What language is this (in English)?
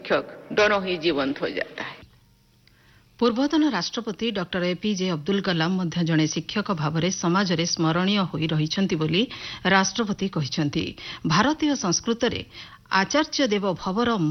Odia